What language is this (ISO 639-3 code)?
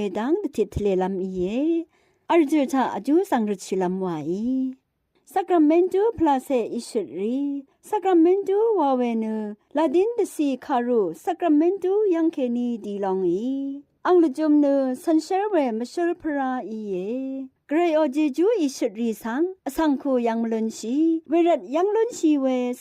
raw